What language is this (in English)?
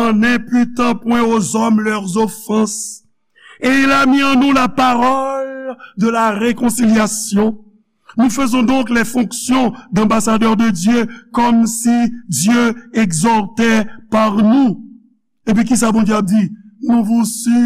Haitian Creole